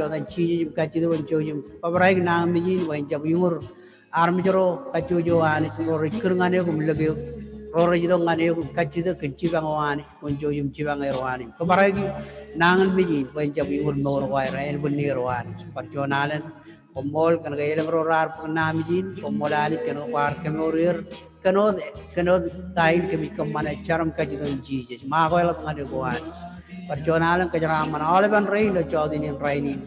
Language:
Marshallese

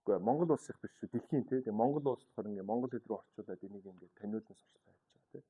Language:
Mongolian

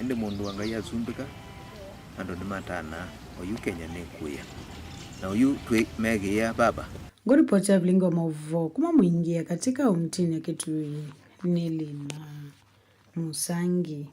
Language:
Kamba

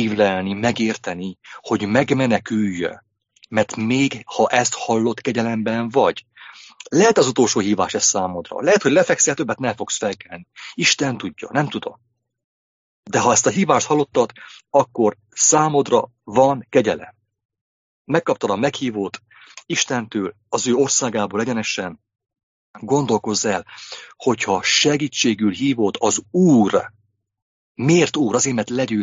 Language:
Hungarian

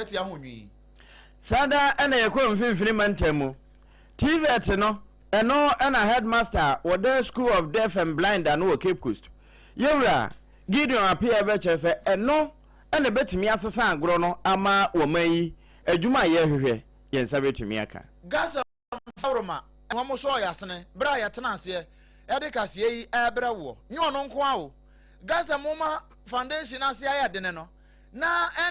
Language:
Akan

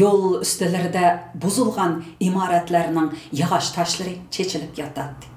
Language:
Uyghur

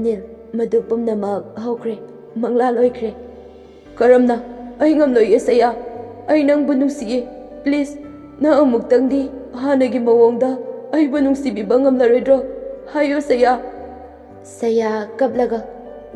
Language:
Manipuri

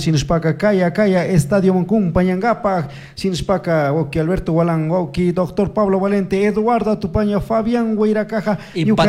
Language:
Chimborazo Highland Quichua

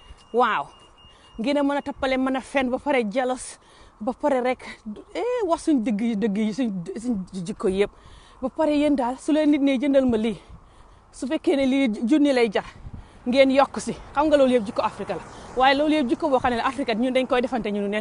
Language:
Wolof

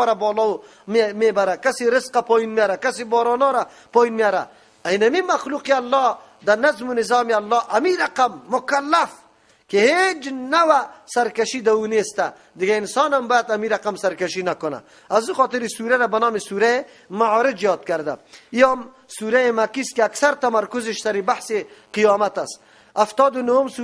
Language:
Persian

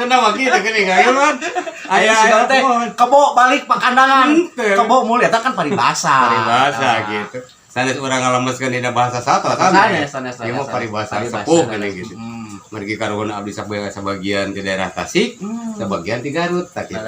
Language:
Sundanese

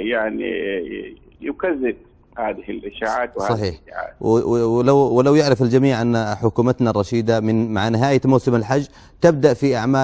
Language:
Arabic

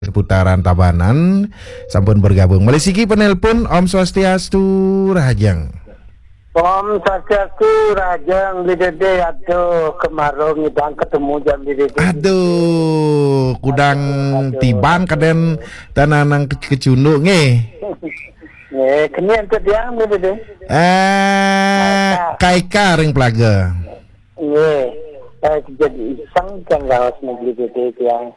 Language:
Balinese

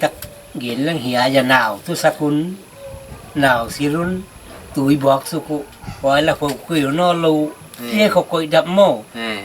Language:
Paite Chin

